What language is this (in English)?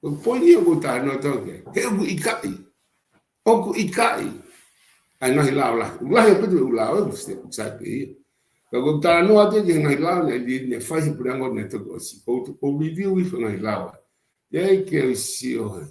Tongan